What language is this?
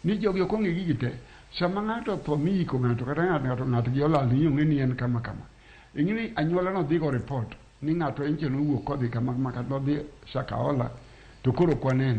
Luo (Kenya and Tanzania)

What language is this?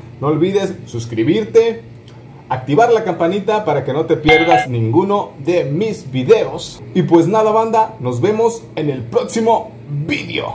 Spanish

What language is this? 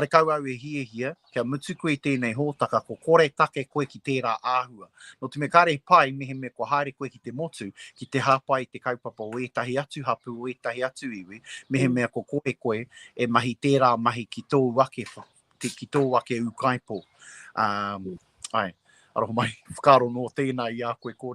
Māori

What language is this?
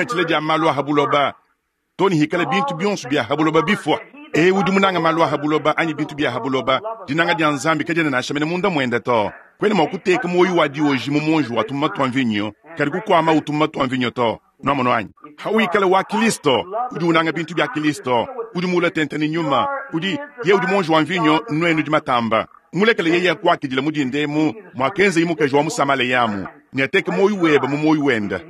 Luba-Lulua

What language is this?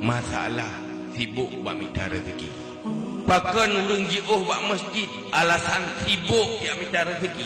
Achinese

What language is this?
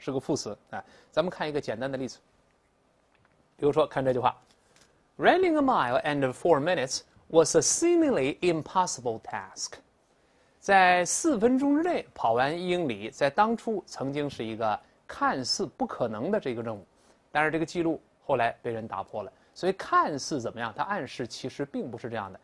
Chinese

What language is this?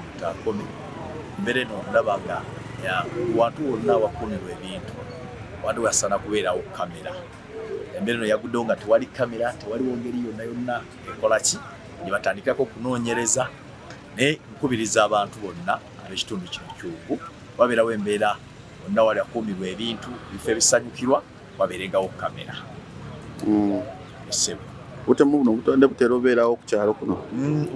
Ganda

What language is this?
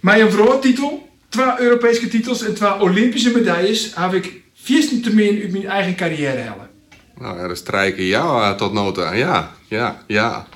Western Frisian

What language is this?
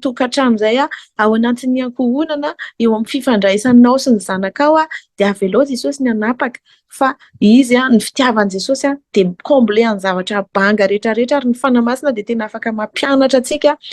Malagasy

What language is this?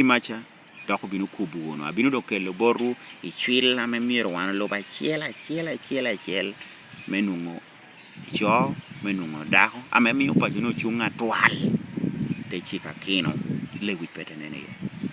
Lango (Uganda)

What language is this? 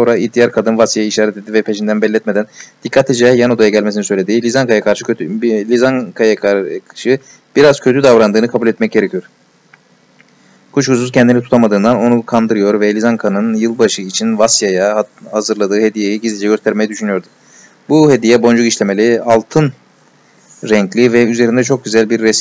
Turkish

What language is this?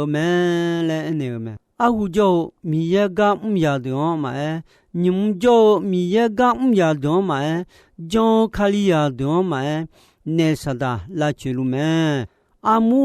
Akha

